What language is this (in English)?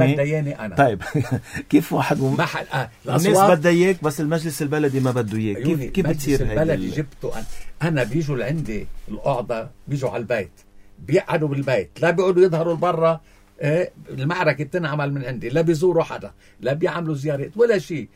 North Levantine Arabic